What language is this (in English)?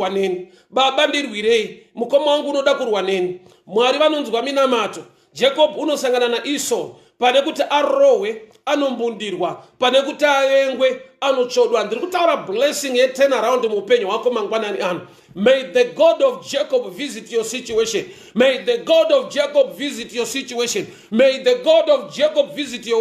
Shona